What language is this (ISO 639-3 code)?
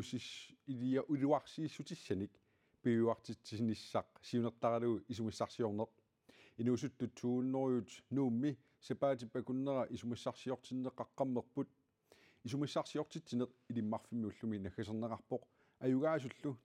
kal